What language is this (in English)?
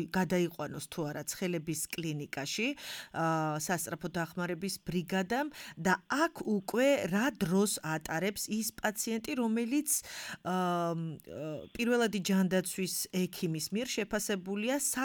Georgian